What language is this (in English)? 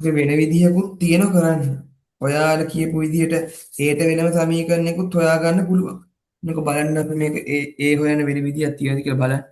Sinhala